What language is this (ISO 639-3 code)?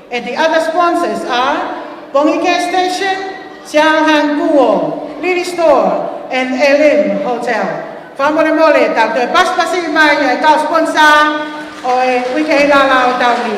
ton